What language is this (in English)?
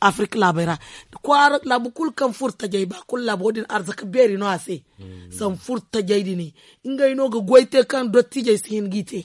Zarma